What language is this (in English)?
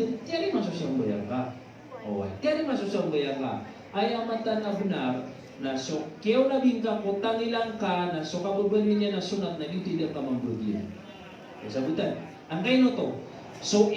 Maranao